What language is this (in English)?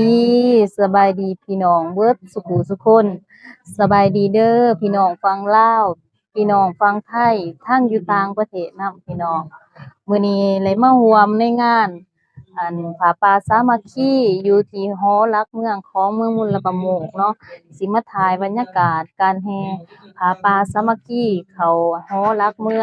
Lao